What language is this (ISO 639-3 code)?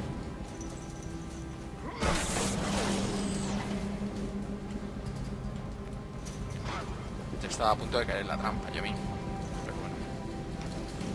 spa